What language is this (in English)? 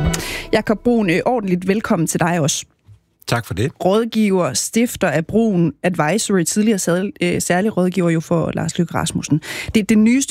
Danish